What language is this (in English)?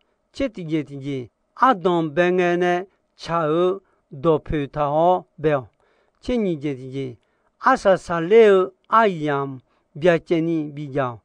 Akha